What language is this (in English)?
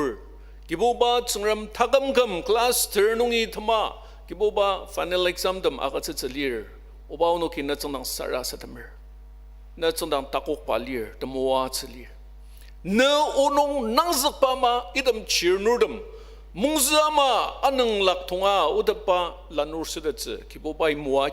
Ao Naga